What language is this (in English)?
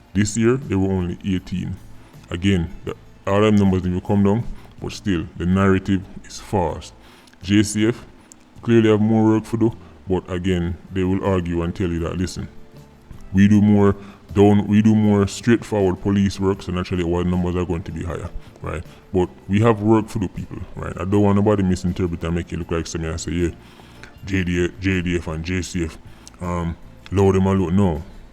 Jamaican Creole English